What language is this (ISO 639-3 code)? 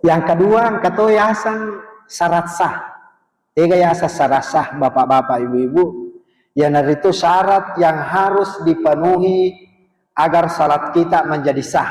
bug